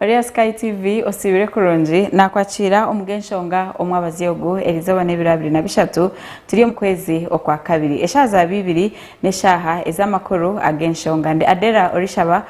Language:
Nyankole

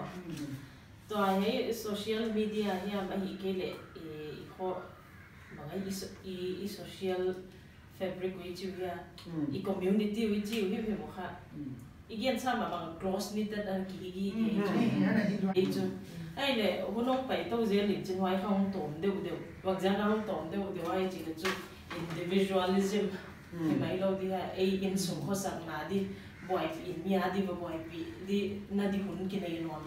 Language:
Paite Chin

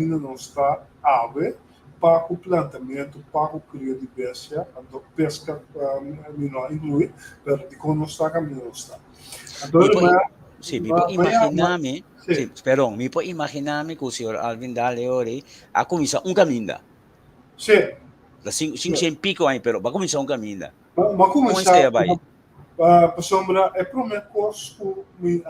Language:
Papiamento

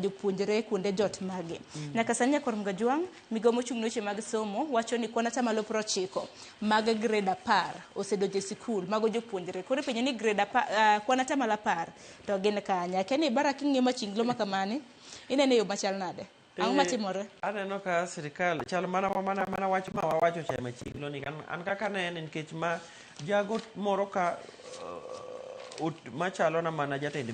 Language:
Luo (Kenya and Tanzania)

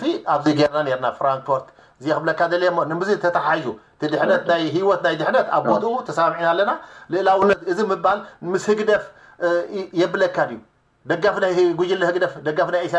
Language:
Tigrinya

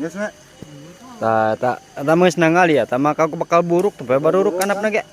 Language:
Sundanese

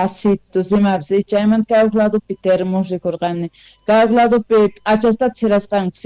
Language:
South Bolivian Quechua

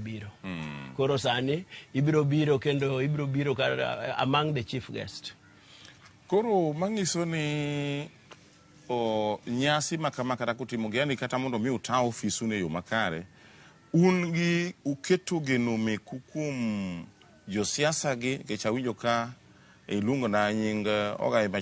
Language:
Luo (Kenya and Tanzania)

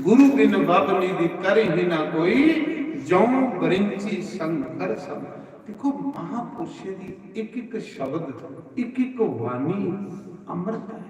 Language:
Dogri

